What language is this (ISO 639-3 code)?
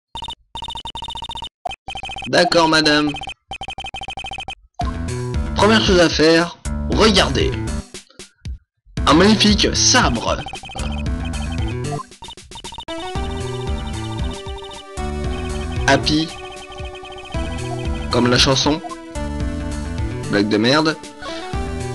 fra